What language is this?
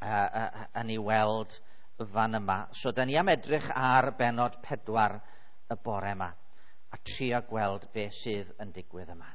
Welsh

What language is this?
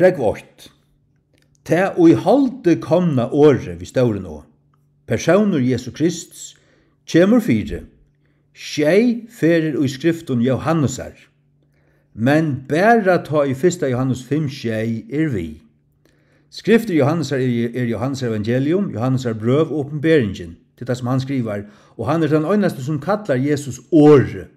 Faroese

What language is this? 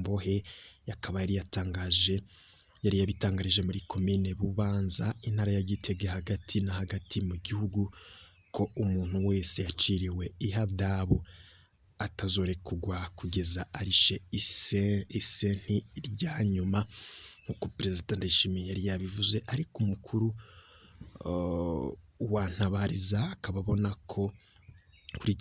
Rundi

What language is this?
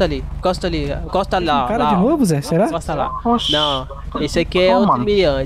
Portuguese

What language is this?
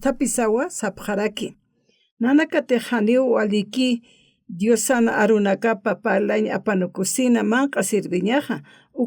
Aymara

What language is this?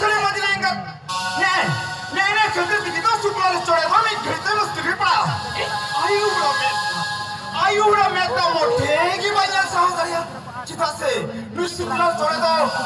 Santali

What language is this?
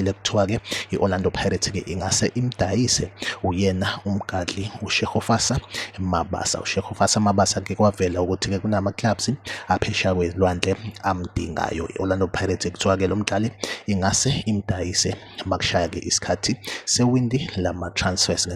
Zulu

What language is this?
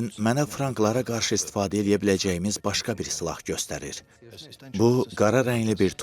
Azerbaijani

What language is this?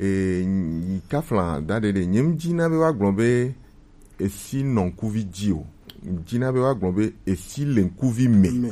Gen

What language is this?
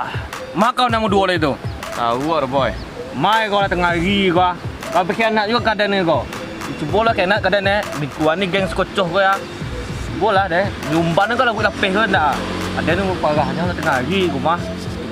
Minangkabau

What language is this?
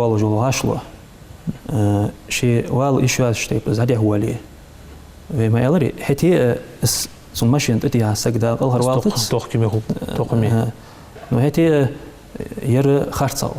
Ingush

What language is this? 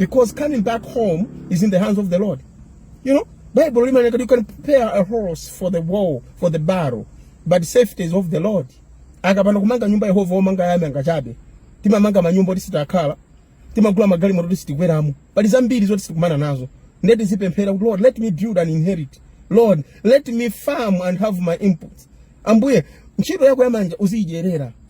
Nyanja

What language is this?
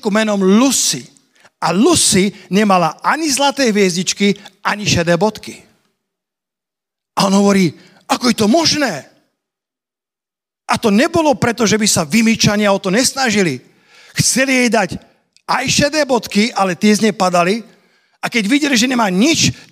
Slovak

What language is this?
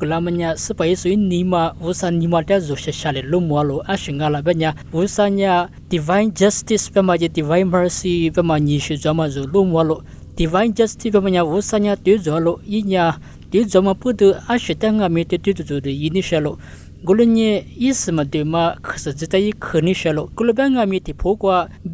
Lisu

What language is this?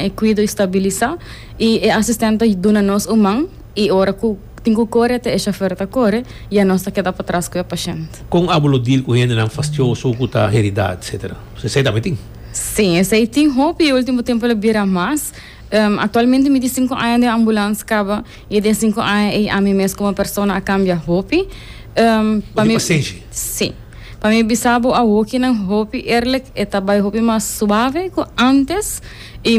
Papiamento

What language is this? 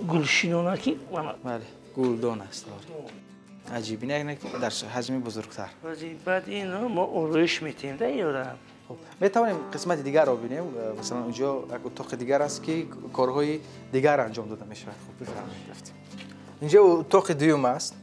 Tajik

